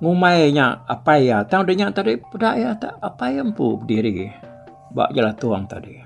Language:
Iban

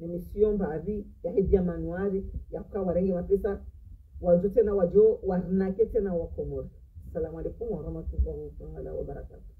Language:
Ngazidja Comorian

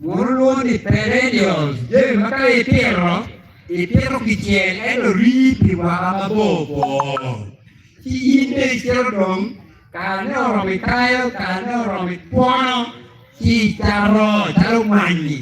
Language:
Acoli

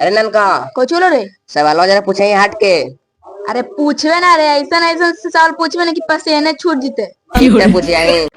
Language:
Magahi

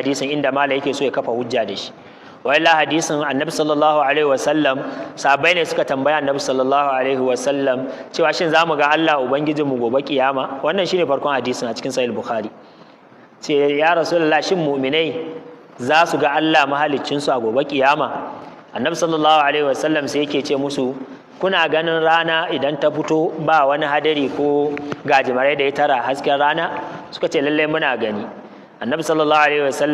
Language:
Hausa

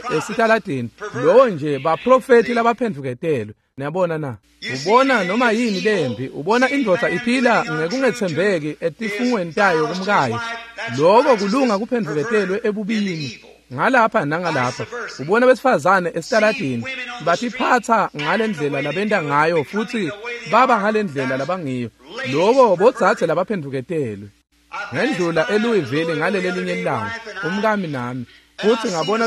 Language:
Swati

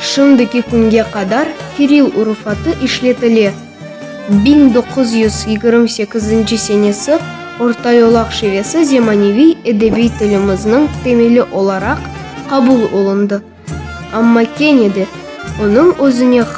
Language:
Crimean Tatar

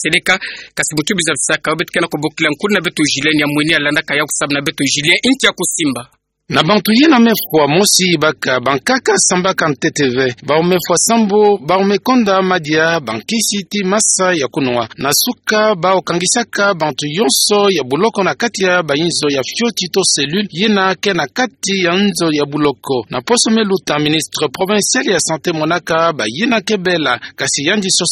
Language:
Kituba (Democratic Republic of Congo)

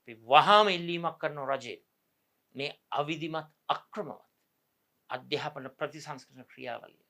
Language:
Sinhala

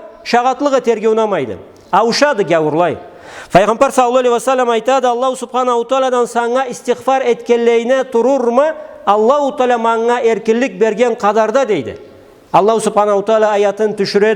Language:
Karachay-Balkar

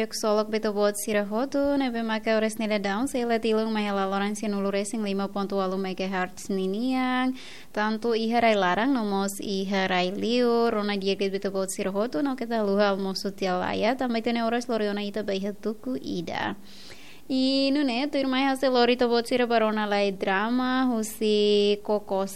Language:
Tetum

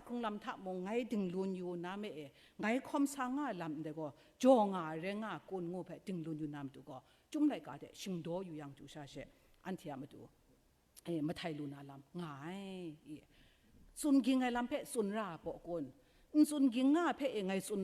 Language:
Kachin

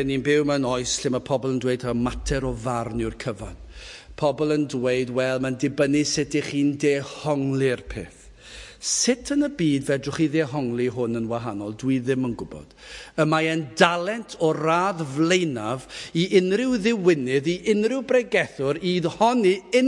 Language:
Welsh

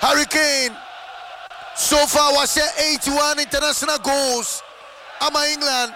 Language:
Akan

